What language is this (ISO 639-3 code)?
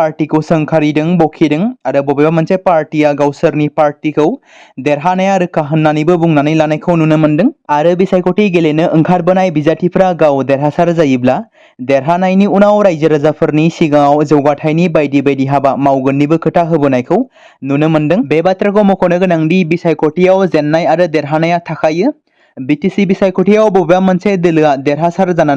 brx